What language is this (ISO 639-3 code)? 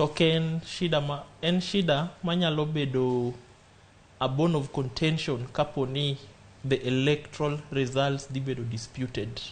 luo